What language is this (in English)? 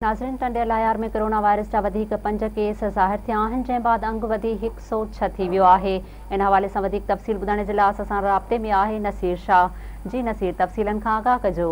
Sindhi